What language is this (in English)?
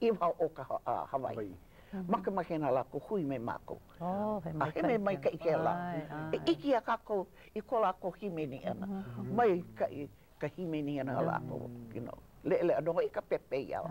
Hawaiian